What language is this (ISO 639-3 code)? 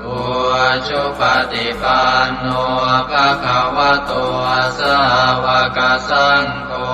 pli